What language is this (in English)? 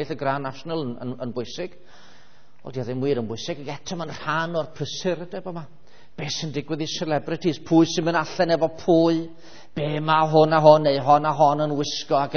Welsh